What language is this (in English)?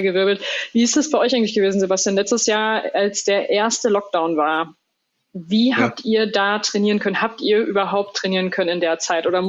German